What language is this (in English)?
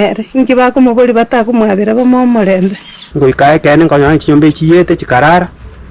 Gusii